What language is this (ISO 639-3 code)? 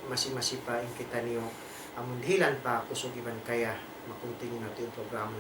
tsg